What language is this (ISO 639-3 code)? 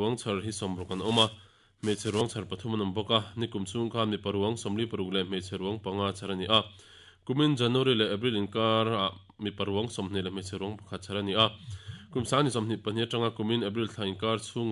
lus